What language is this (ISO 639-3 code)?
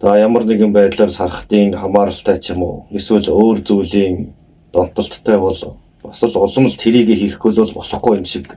mon